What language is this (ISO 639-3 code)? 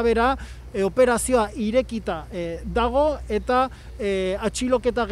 eus